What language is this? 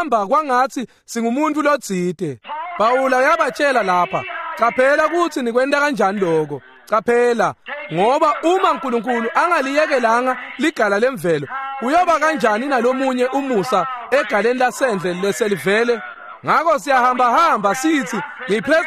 Swati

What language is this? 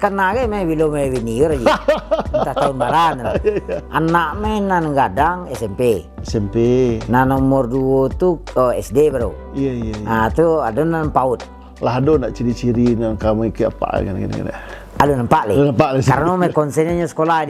Minangkabau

